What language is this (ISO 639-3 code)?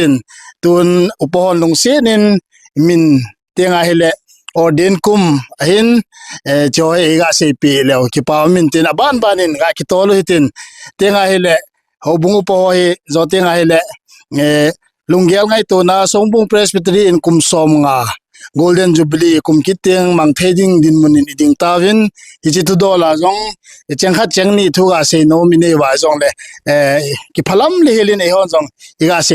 tcz